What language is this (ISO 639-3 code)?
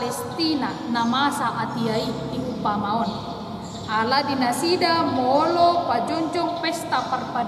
bbc